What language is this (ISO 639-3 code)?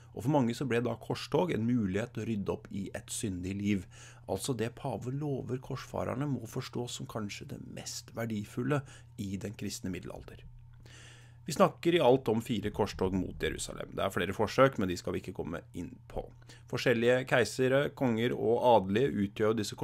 nor